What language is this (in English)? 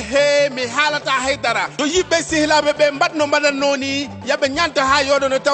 Fula